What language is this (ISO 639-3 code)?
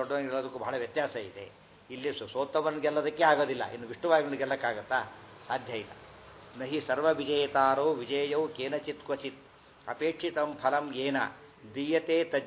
kan